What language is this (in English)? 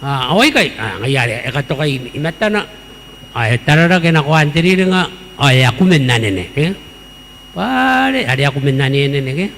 Gilbertese